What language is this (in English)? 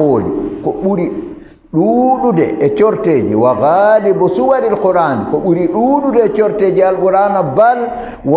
Fula